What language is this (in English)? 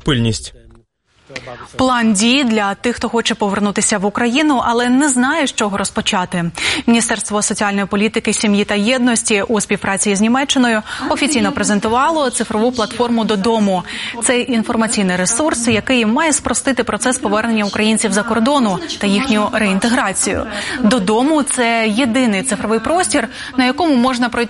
Ukrainian